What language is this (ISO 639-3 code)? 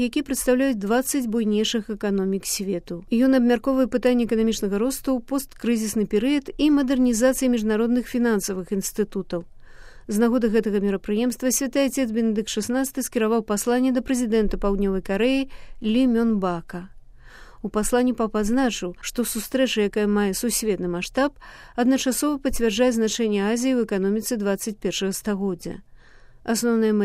bel